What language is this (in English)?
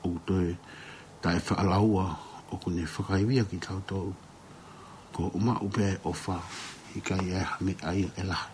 Tongan